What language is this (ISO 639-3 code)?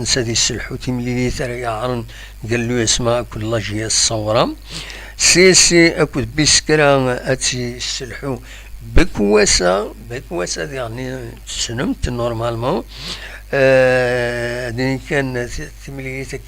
kab